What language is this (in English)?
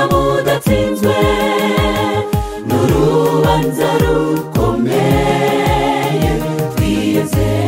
Kinyarwanda